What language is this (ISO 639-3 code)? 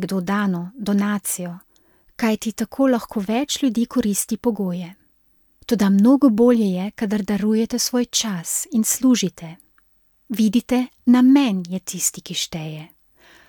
slv